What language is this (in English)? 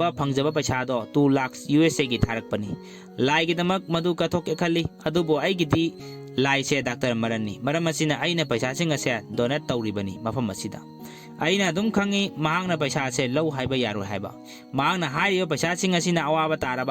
Manipuri